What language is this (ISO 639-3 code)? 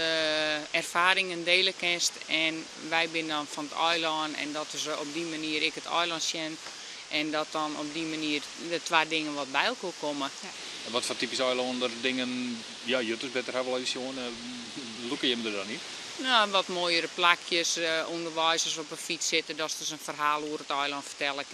fry